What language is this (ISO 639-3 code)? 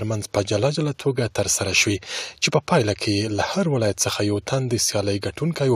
pus